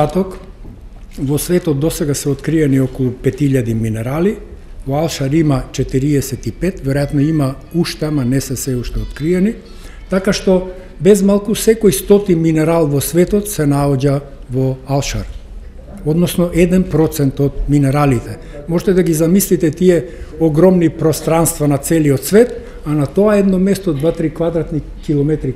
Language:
Macedonian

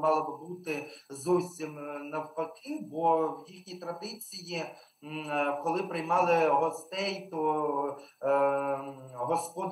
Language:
Ukrainian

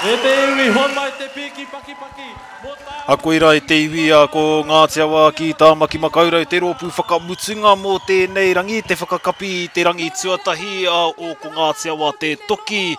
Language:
Māori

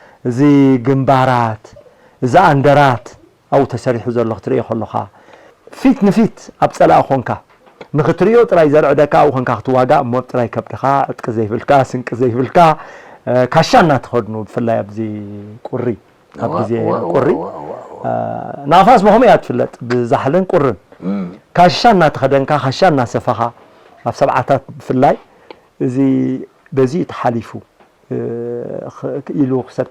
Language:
Tigrinya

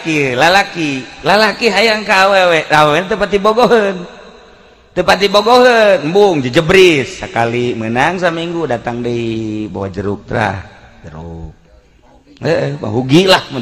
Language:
Sundanese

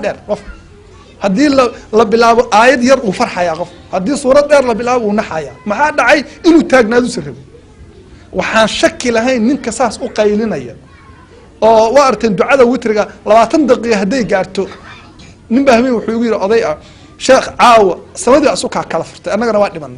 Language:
Somali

